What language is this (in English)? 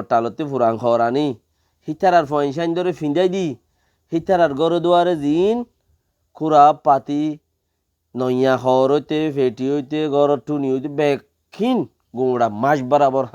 Rohingya